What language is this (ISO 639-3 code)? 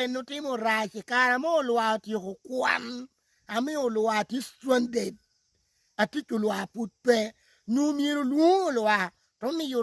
laj